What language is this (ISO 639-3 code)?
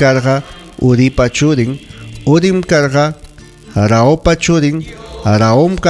quy